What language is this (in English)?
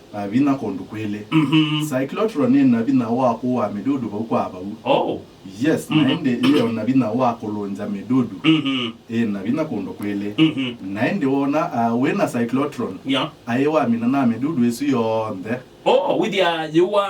Kamba